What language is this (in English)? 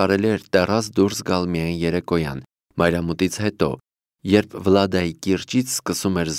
Armenian